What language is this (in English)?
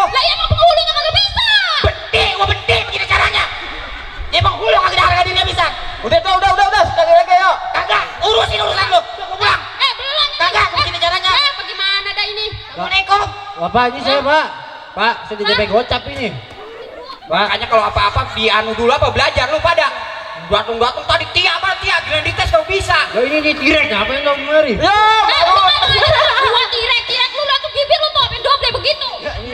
Betawi